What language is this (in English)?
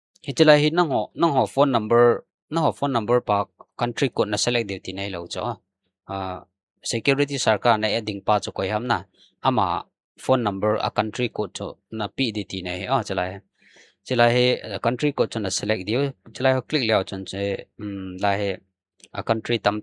Thado Chin